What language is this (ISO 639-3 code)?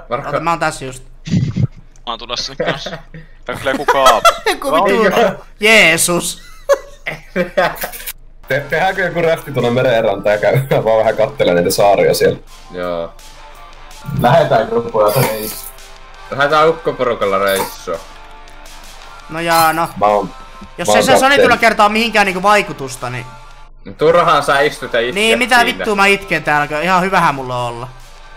fin